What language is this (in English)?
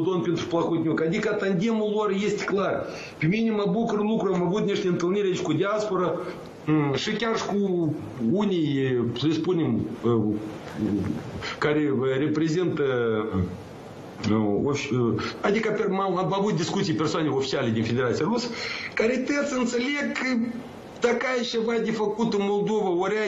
Romanian